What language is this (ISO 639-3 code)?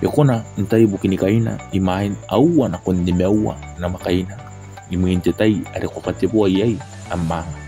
gil